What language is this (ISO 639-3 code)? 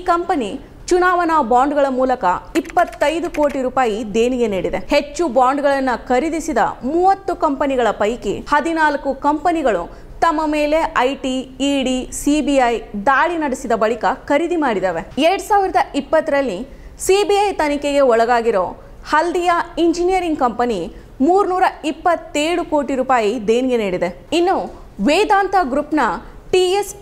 kan